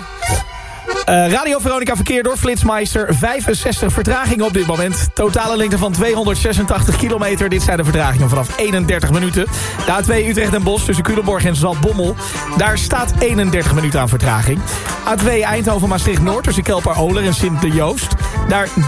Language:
Dutch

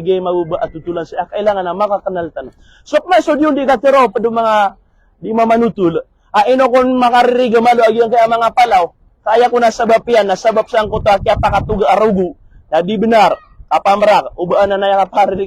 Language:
Maranao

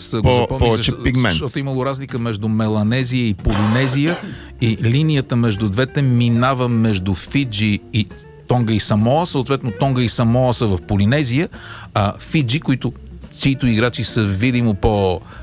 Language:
Bulgarian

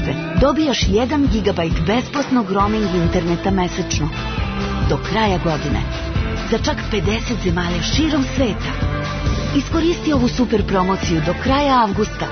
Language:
Serbian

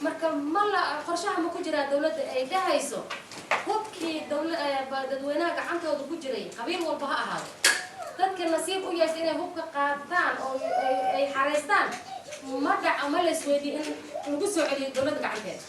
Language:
Somali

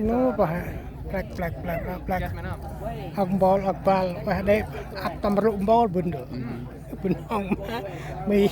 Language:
Central Mnong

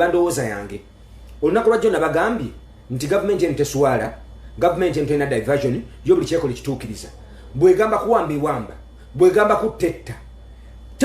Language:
Ganda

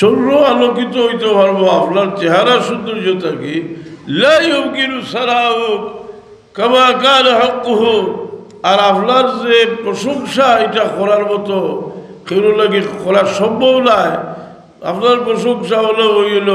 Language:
Sylheti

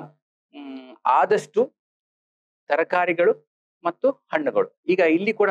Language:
Kannada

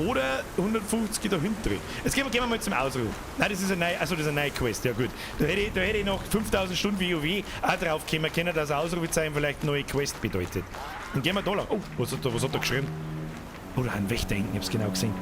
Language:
Bavarian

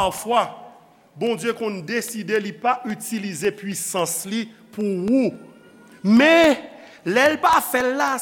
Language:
Haitian Creole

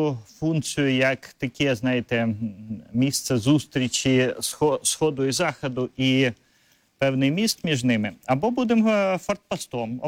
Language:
Ukrainian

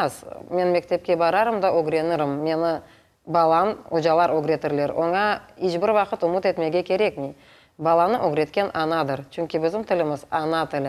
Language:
Crimean Tatar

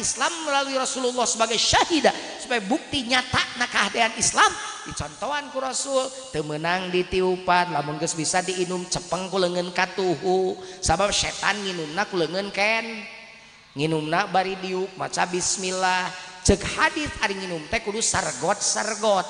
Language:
Sundanese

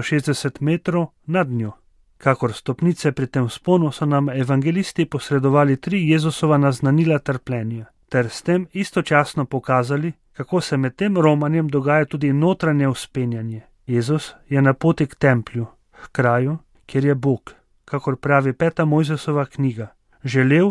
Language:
Slovenian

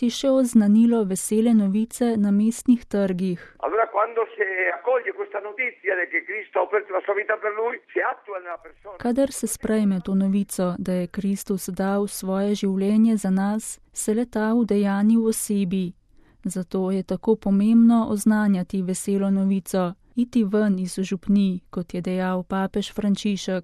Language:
Slovenian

